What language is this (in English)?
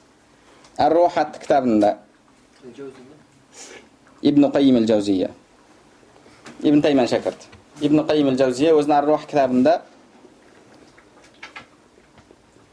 Kazakh